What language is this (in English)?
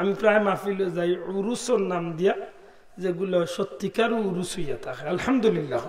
Sylheti